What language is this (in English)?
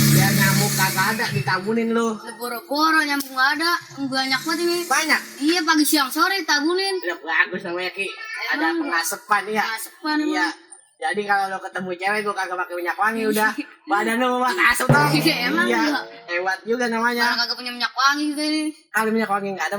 Betawi